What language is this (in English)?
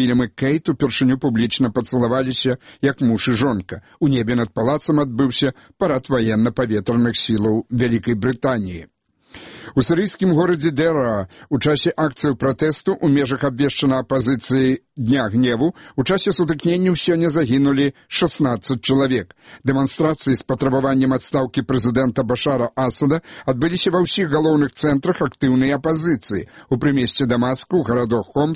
Belarusian